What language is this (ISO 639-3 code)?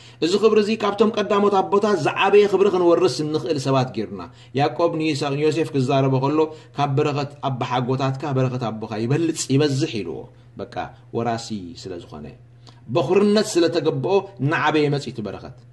tir